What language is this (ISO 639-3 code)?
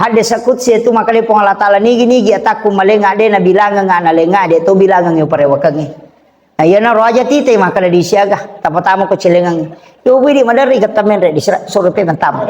bug